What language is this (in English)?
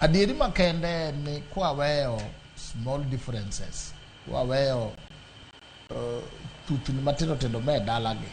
Luo (Kenya and Tanzania)